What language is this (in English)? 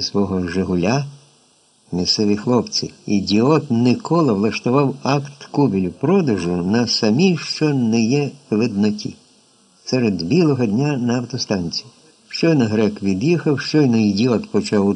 Ukrainian